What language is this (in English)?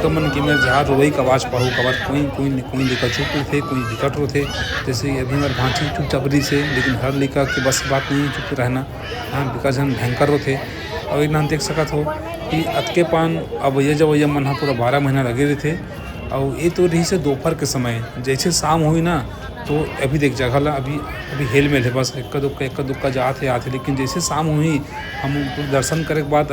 Chhattisgarhi